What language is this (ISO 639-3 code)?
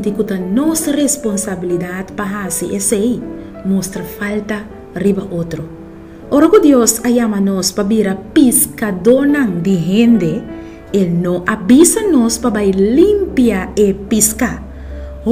pap